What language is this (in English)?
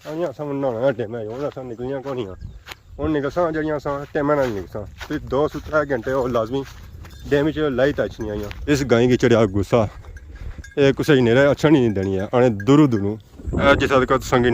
Pahari-Potwari